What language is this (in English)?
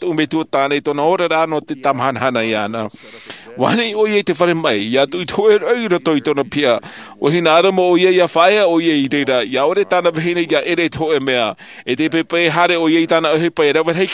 Tahitian